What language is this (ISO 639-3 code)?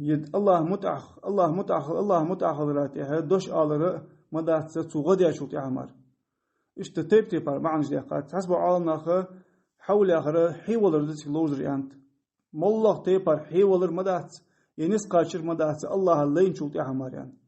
inh